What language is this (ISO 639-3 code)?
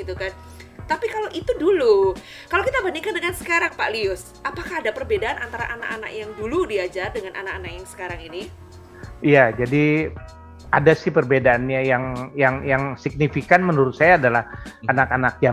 ind